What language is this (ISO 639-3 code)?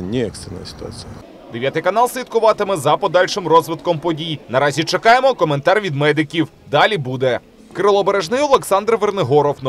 ukr